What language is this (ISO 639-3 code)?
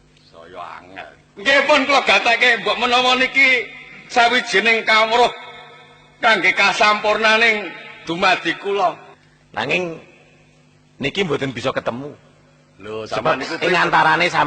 jav